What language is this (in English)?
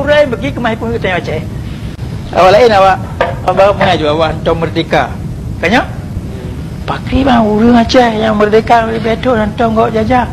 Achinese